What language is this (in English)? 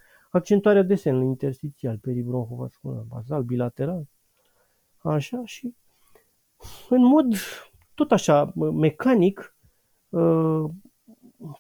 Romanian